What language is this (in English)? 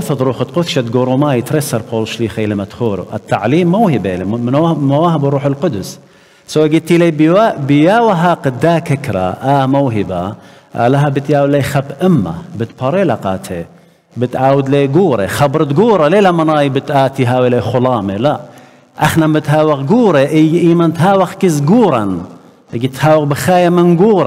Assyrian Neo-Aramaic